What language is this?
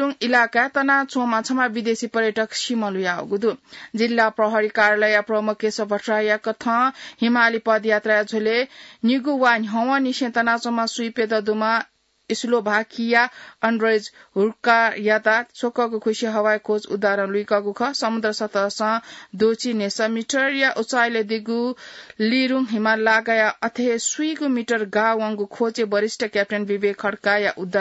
Newari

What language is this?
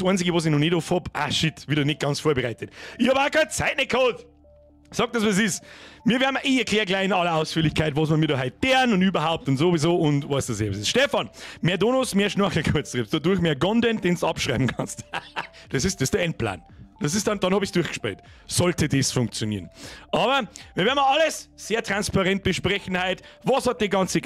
Bavarian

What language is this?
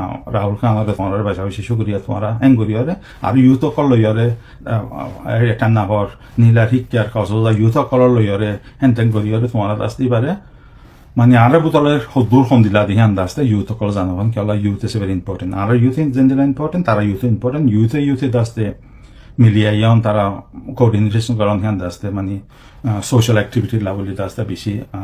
Rohingya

